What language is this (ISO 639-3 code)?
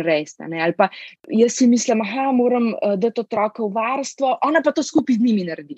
slv